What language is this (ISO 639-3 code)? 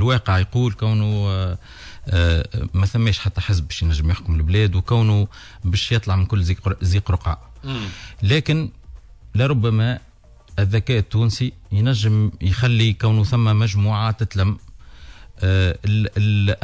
aeb